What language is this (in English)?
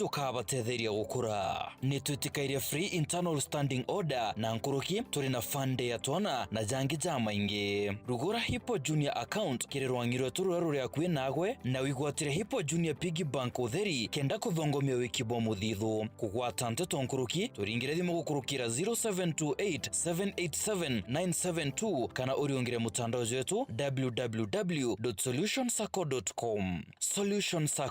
Meru